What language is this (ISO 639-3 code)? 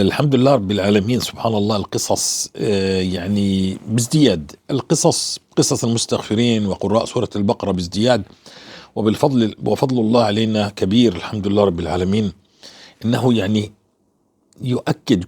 apc